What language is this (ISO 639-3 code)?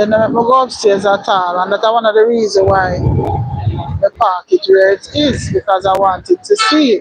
jam